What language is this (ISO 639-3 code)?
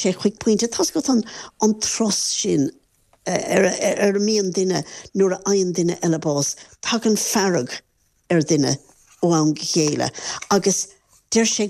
gle